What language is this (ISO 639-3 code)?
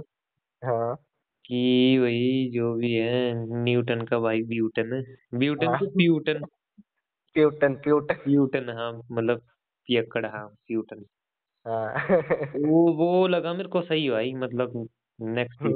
hin